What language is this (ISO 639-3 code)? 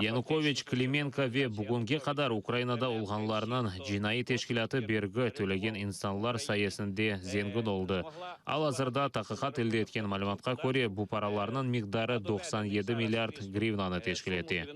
crh